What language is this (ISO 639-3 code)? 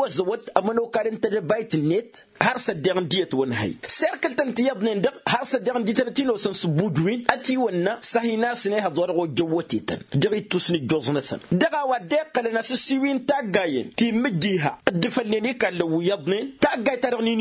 taq